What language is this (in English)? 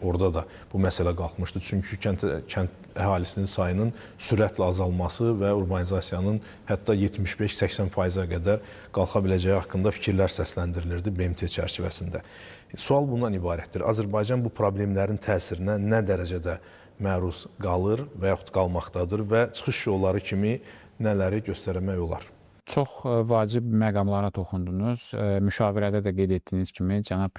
Azerbaijani